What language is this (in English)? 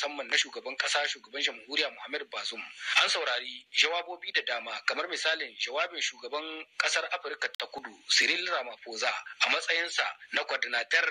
Hausa